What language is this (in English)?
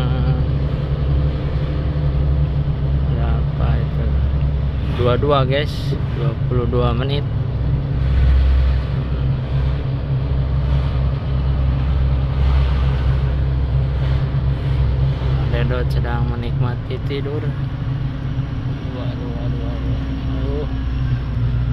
Indonesian